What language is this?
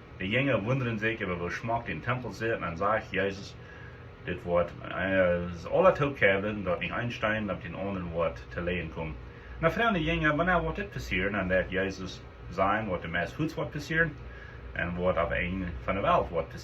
Plautdietsch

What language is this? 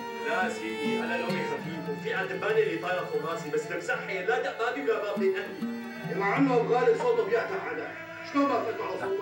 North Levantine Arabic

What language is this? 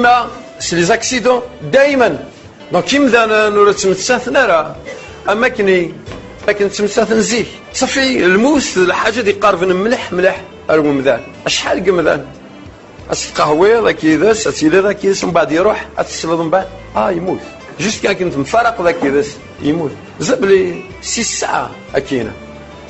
Kabyle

